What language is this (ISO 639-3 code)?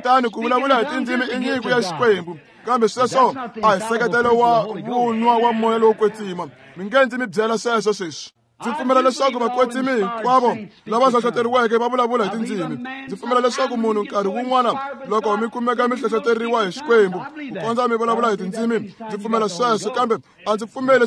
tso